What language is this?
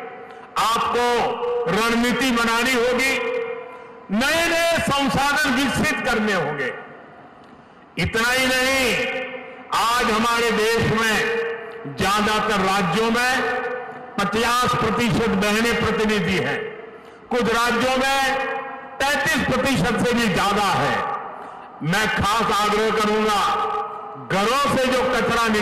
Hindi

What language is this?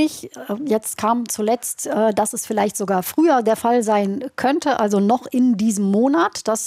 German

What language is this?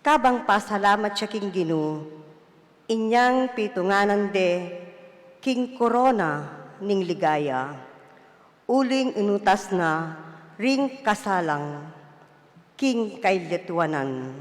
Pampanga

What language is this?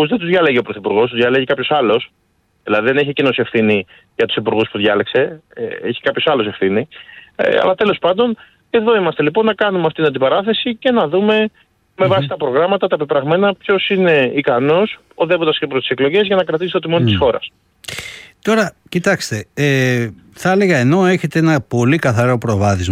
Greek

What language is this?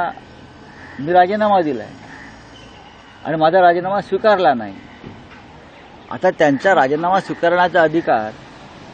Marathi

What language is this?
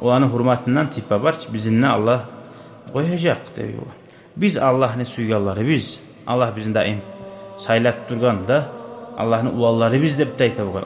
Kumyk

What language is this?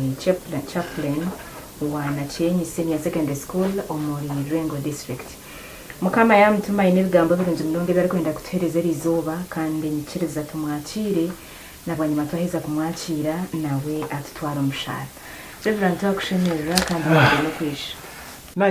Nyankole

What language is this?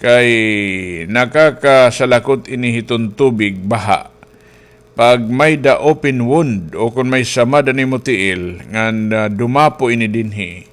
Waray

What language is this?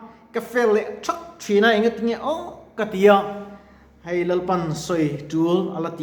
Mizo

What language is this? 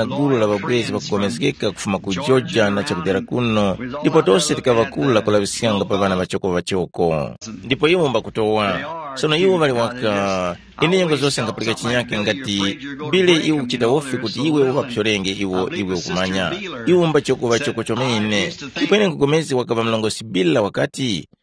Tumbuka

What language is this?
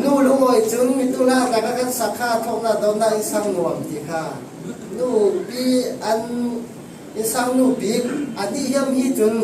Falam Chin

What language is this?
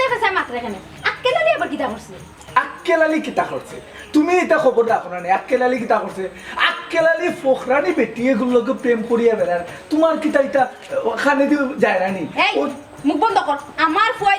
Sylheti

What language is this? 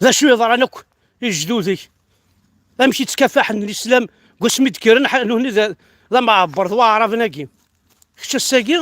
Kabyle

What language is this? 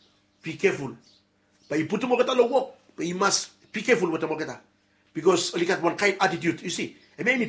Bislama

